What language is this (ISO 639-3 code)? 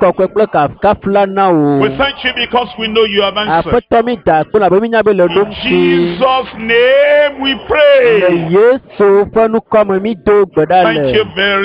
ewe